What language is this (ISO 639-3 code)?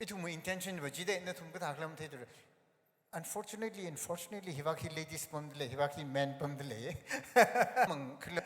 nmf